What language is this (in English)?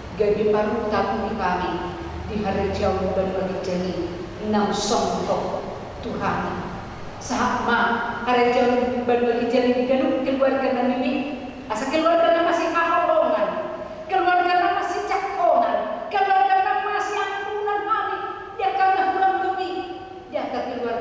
Batak Toba